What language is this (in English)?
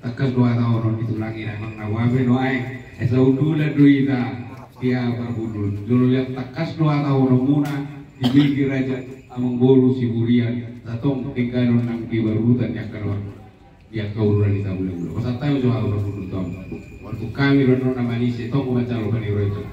Batak Toba